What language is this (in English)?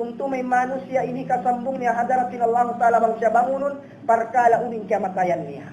Tausug